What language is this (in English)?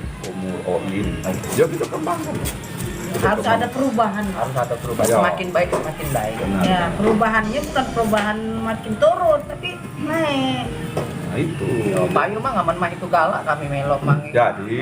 Musi